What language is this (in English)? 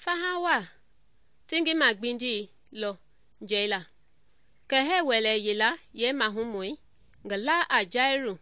Mende